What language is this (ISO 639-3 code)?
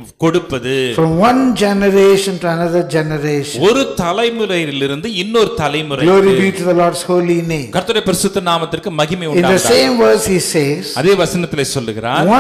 tam